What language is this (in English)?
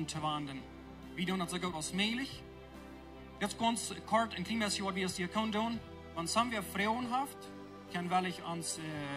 Plautdietsch